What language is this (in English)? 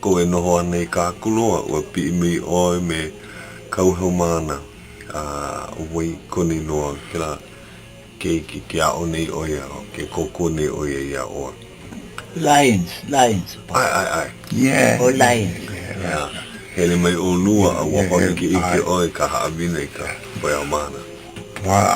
Hawaiian